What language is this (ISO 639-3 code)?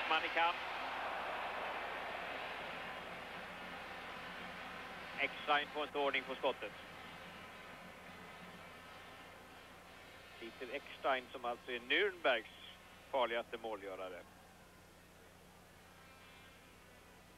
swe